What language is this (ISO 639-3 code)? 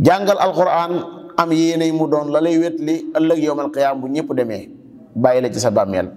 wol